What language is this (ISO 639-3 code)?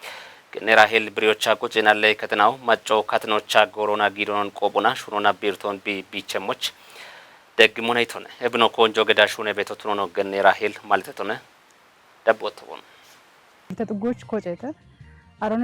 kbr